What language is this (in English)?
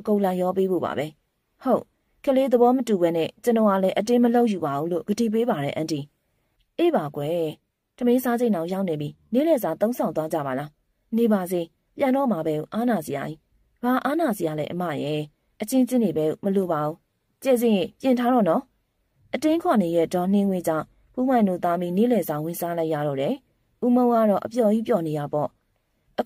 Burmese